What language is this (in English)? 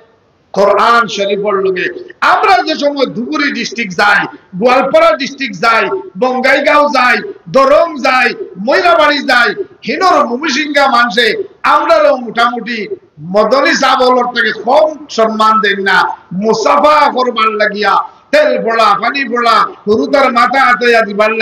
Sylheti